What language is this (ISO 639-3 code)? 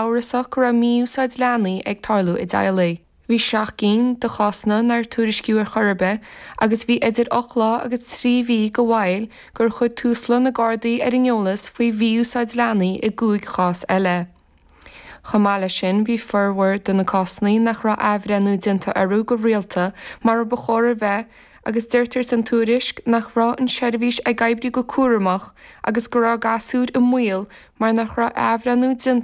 gle